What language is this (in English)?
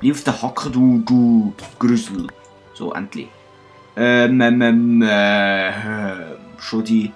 Swiss German